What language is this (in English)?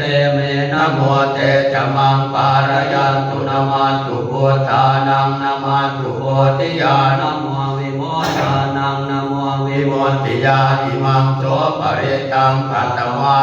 Pali